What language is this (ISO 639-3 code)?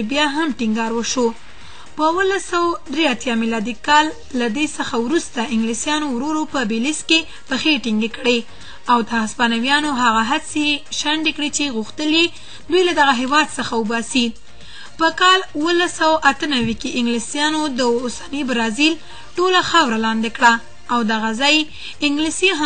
pus